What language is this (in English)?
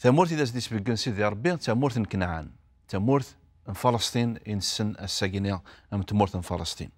Kabyle